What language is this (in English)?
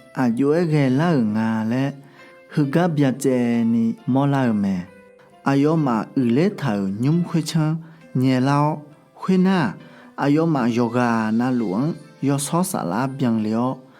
Akha